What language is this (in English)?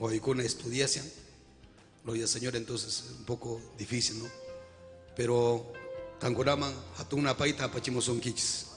Ayacucho Quechua